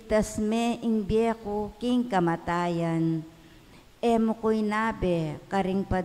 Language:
Pampanga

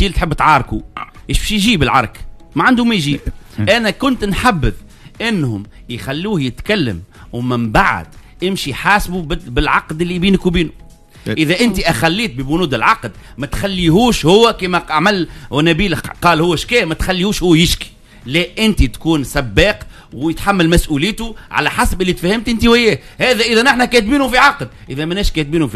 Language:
Tunisian Arabic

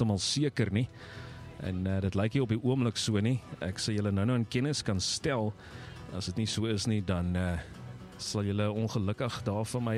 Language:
Afrikaans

